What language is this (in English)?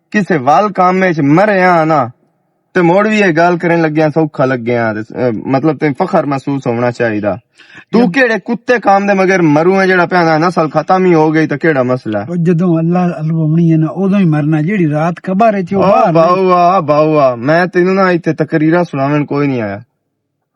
Western Panjabi